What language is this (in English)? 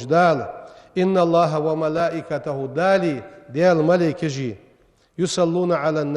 Ingush